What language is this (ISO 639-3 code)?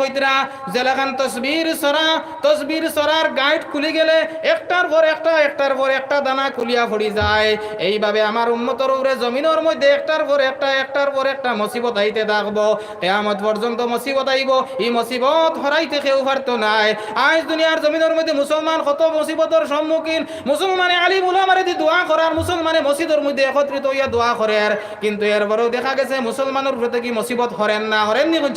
syl